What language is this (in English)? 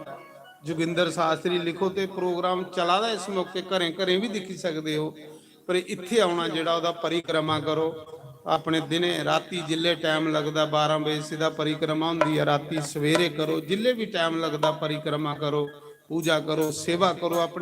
Dogri